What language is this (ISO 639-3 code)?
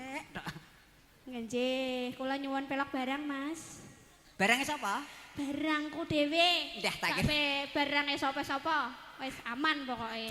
jav